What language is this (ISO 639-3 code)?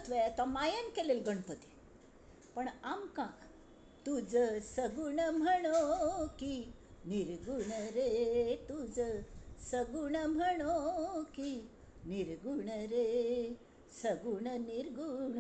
kok